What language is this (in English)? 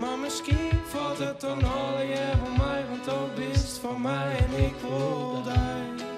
Western Frisian